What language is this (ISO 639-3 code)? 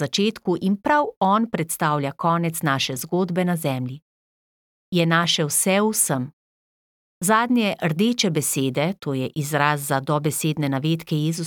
slv